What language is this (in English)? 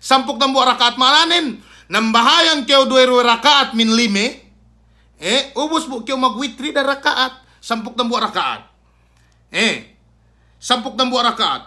Yakan